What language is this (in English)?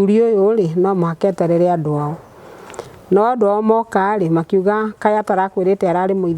Kikuyu